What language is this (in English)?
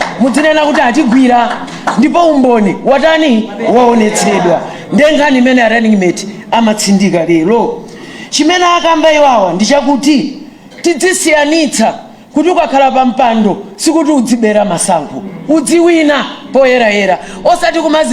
Nyanja